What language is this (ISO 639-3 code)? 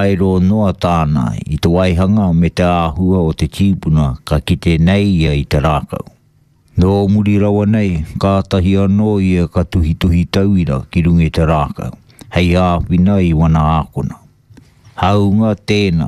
mri